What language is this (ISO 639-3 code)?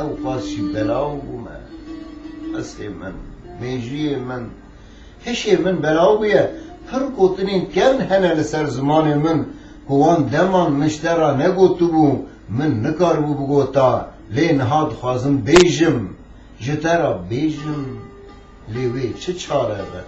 kur